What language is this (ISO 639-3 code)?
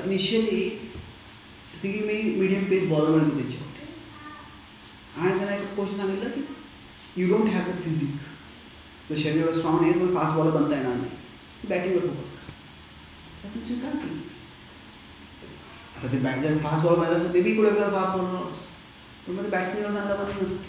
mar